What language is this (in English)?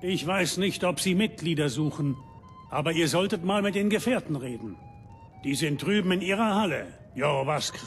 Bavarian